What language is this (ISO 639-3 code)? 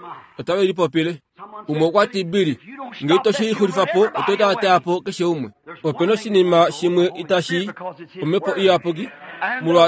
kua